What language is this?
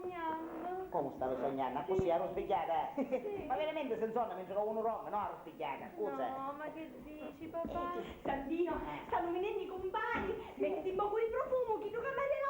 Sicilian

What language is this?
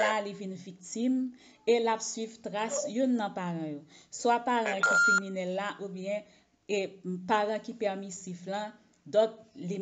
Haitian Creole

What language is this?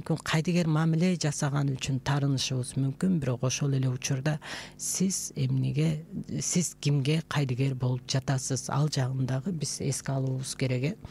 Kyrgyz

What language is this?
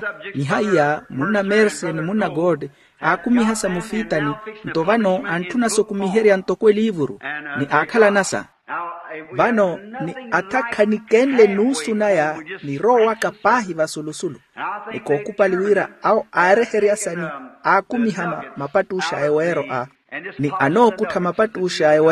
Makhuwa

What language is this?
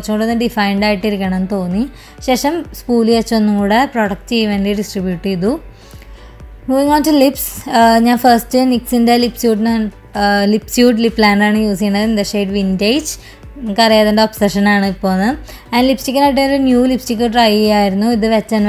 Malayalam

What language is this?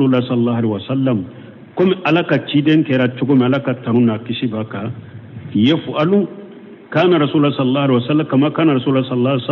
Bambara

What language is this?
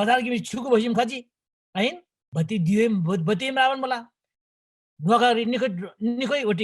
Eastern Tamang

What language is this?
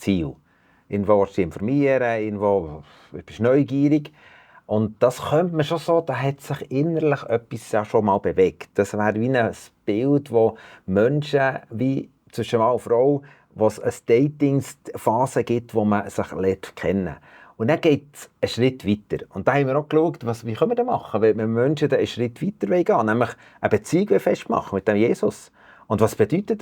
Swiss German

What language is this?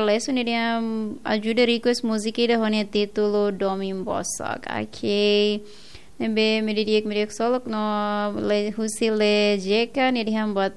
Tetum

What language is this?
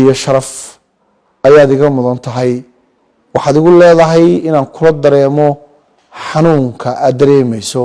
Somali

